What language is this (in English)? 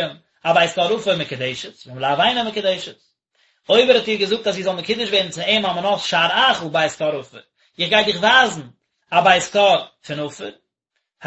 Yiddish